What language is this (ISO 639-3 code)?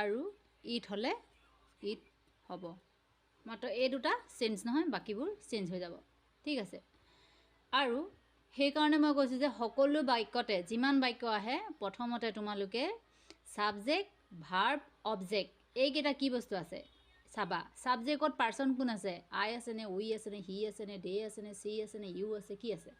asm